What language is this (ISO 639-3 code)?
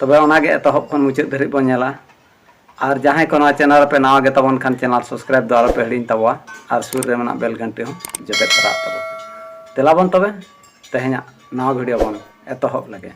sat